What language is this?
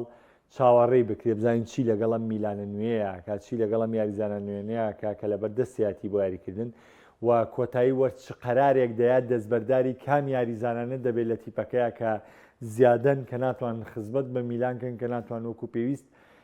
Central Kurdish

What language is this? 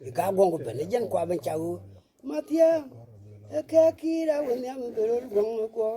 Nuer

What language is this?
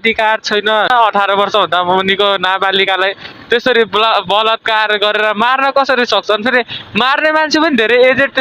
Nepali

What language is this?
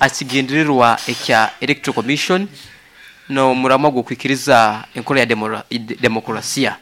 Nyoro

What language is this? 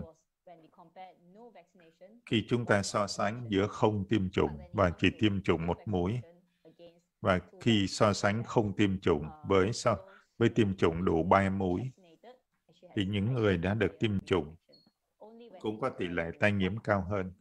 Vietnamese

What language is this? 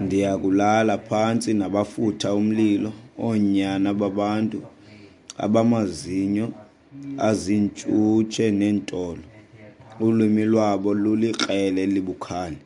Xhosa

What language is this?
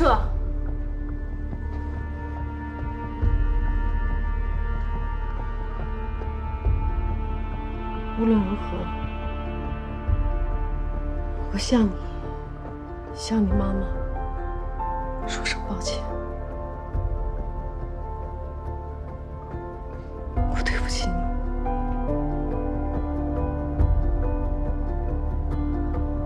Chinese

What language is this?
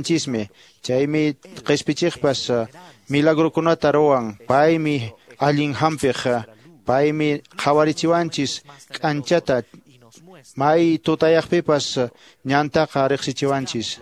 Quechua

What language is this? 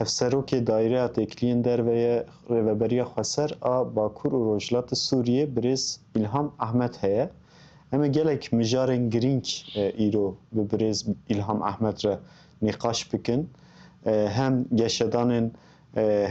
Kurdish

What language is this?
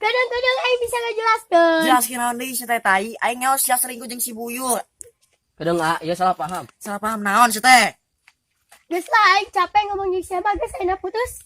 Sundanese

